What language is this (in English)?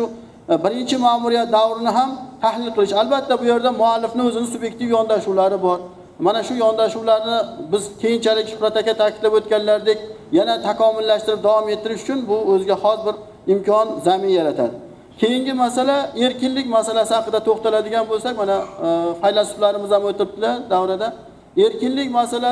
Uzbek